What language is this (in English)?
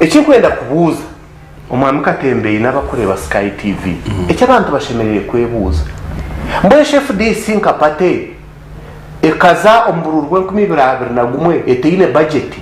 Nyankole